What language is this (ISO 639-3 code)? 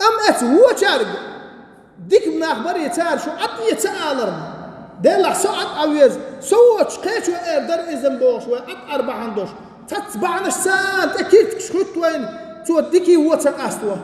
che